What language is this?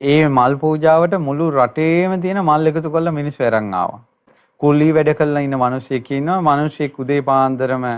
Sinhala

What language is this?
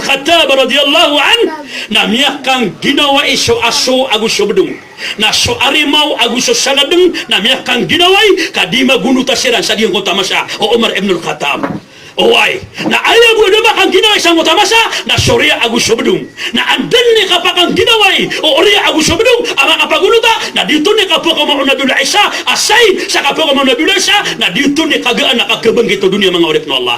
Maranao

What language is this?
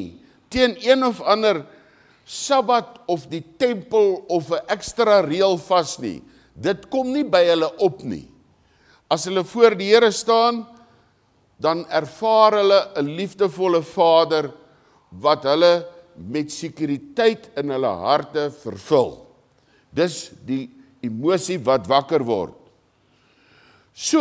Afrikaans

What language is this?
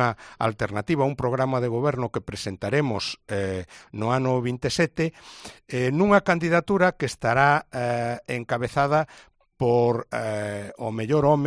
Galician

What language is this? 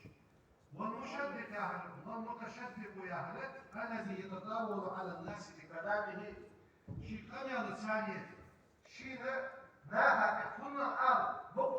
Ingush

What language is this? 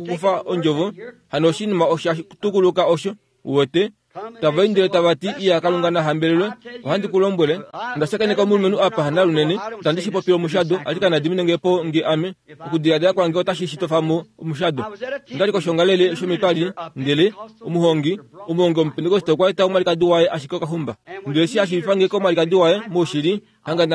Kuanyama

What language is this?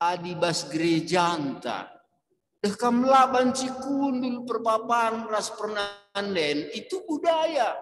Batak Karo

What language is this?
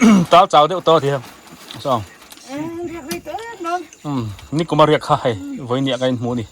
Biete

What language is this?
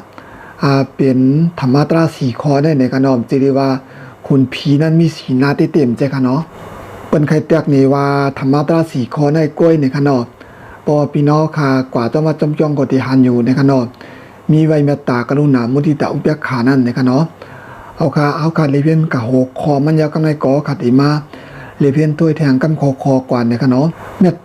Shan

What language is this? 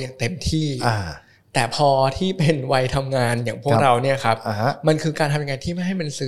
Thai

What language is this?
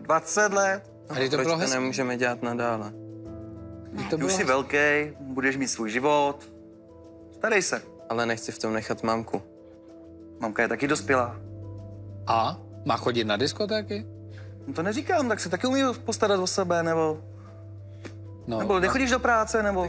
Czech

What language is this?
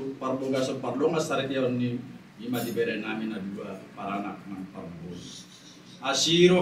Batak Toba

